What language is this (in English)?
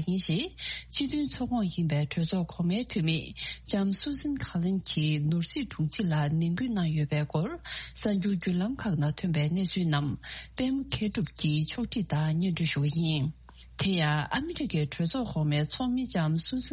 Tibetan